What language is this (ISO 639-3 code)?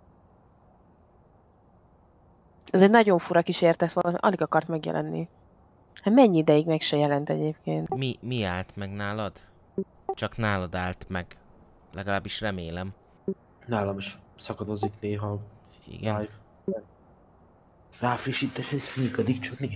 hun